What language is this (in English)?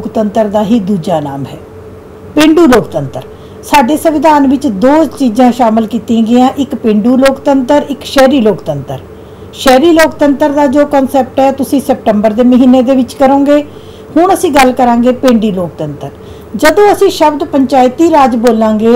Punjabi